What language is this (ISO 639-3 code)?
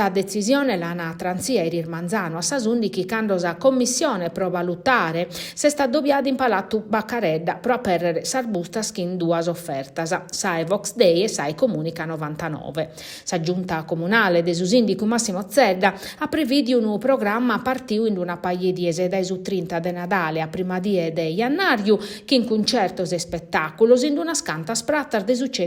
srd